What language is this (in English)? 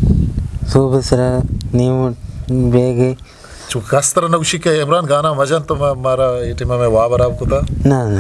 Eastern Balochi